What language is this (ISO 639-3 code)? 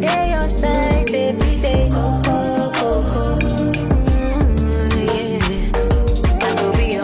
swa